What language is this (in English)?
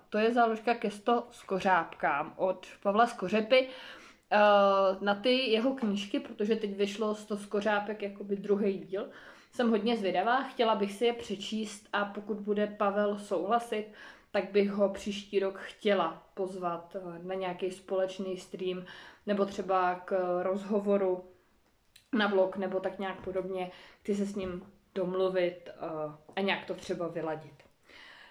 Czech